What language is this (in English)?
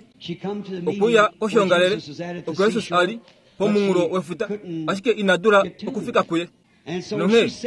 Kuanyama